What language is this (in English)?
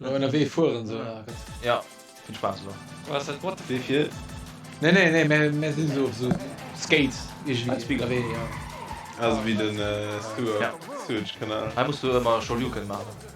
Luxembourgish